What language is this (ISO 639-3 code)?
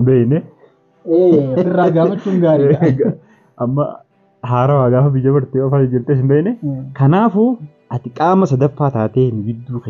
orm